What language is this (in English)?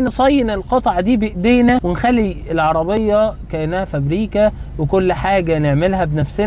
Egyptian Arabic